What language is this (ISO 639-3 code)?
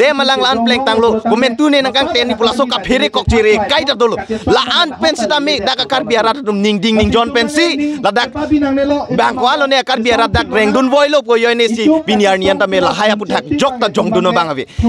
mjw